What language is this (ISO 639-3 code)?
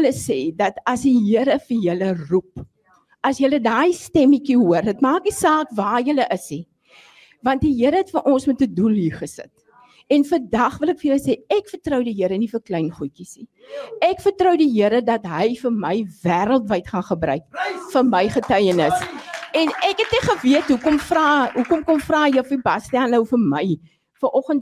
afr